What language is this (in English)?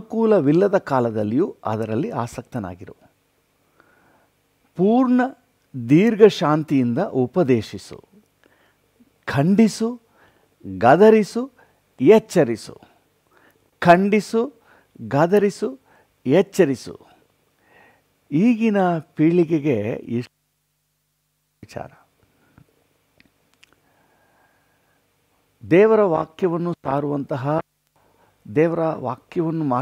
Kannada